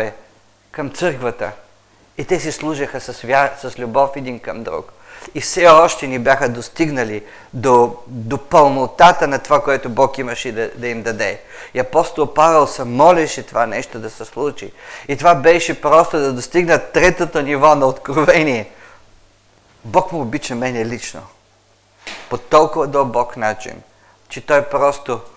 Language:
Bulgarian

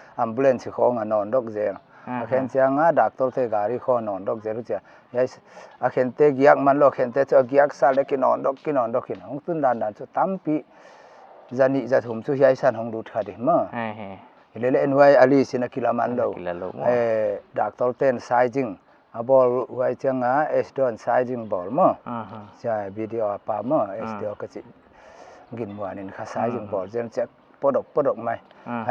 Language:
Paite Chin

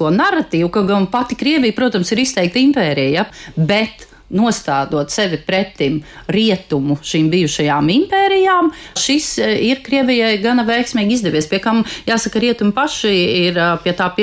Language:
Latvian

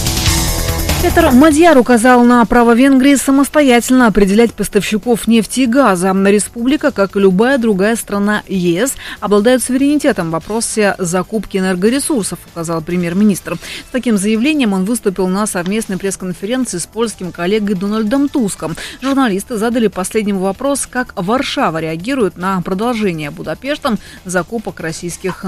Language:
Russian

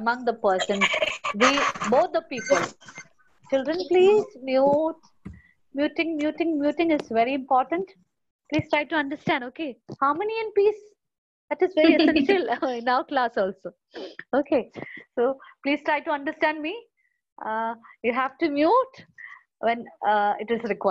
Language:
English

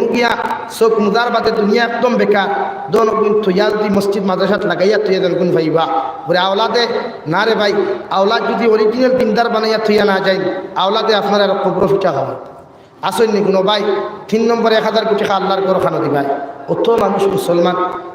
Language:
Sylheti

